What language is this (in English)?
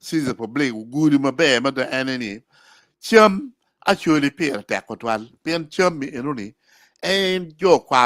Acoli